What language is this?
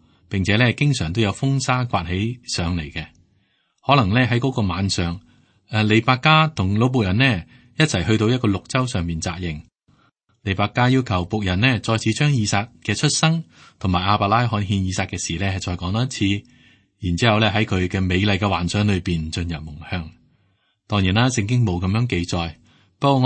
Cantonese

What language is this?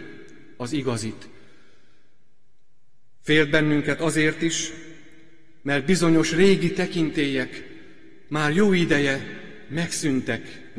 Hungarian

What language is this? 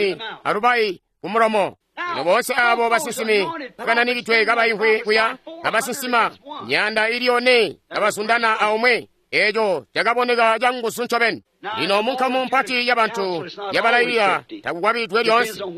Tonga (Zambia)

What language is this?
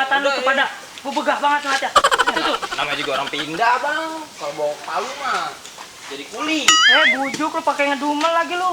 Betawi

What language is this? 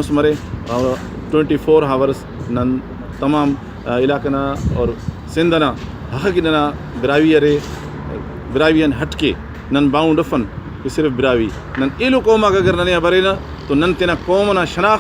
Brahui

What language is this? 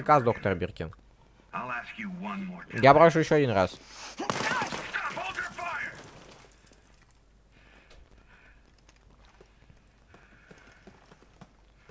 Russian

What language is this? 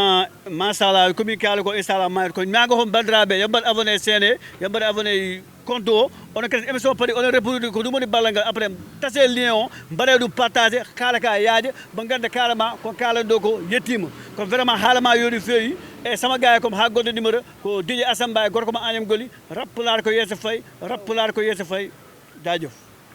Fula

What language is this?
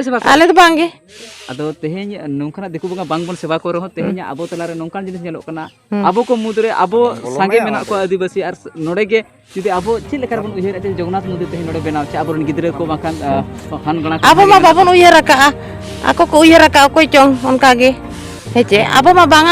Santali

